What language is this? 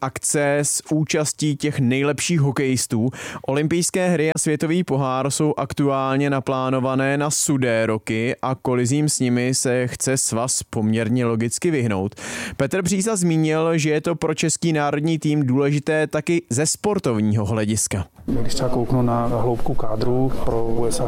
Czech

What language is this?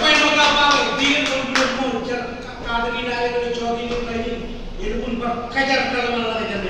Marshallese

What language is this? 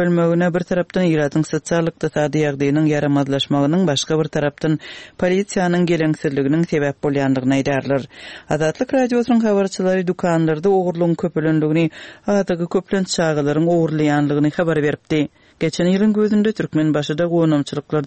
Turkmen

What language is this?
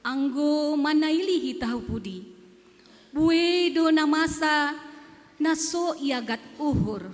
Batak Simalungun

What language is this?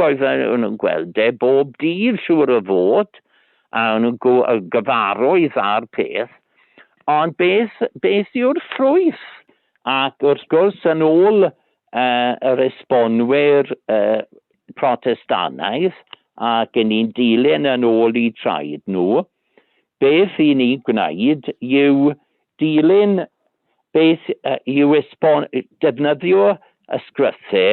Welsh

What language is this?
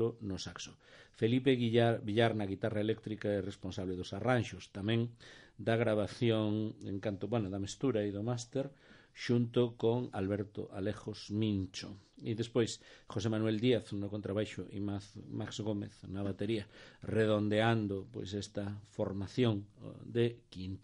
Galician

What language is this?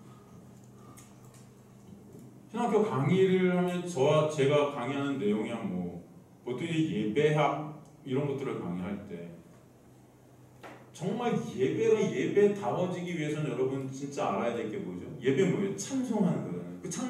Korean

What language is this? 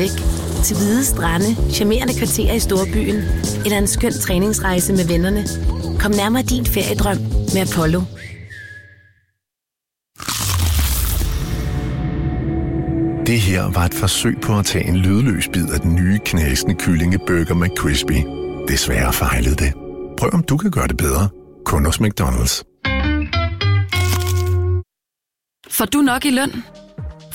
Danish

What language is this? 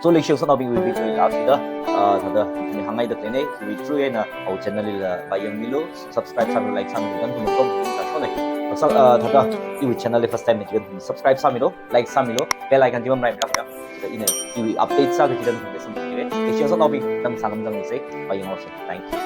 Tangkhul Naga (India)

